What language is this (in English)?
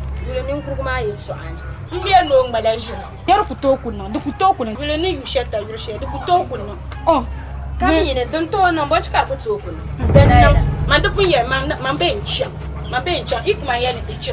Dagbani